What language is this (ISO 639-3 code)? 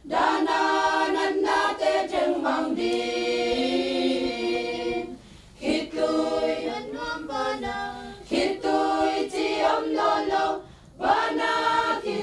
ctd